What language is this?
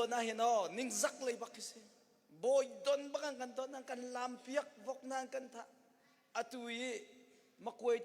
Hakha Chin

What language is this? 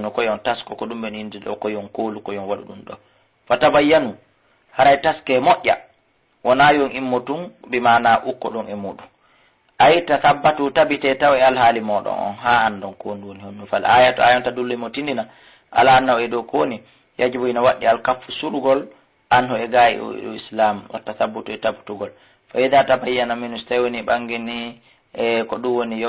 Fula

